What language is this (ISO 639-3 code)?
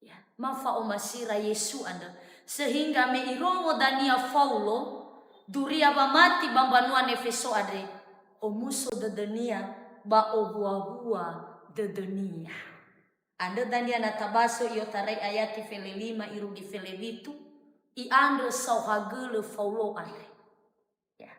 nia